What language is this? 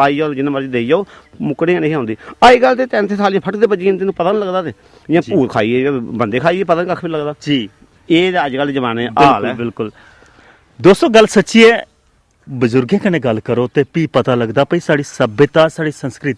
Dogri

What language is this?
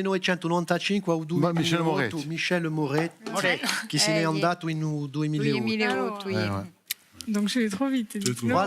Corsican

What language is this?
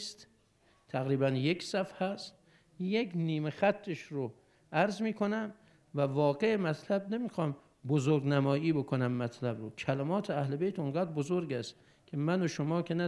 Persian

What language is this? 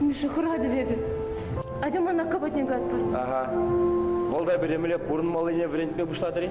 Chuvash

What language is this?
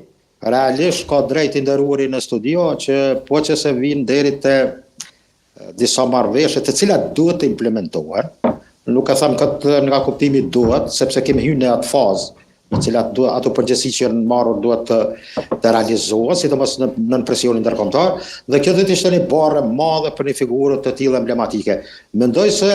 Albanian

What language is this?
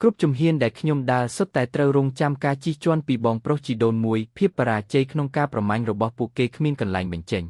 Khmer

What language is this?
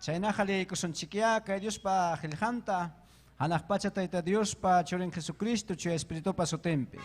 Ayacucho Quechua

